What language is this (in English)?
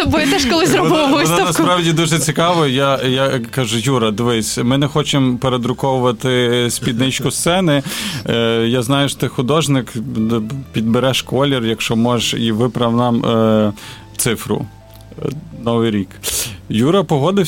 Ukrainian